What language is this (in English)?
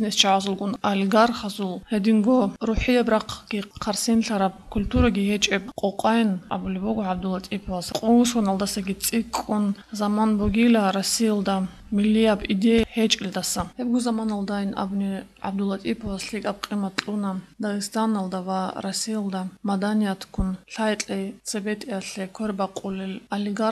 Avaric